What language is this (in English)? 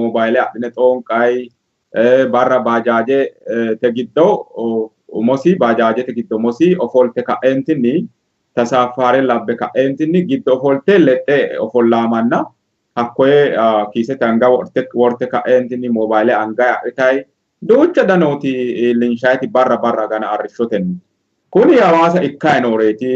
Sidamo